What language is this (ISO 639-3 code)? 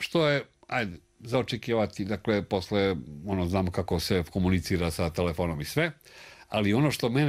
srp